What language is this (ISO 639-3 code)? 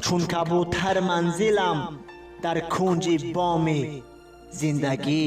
tgk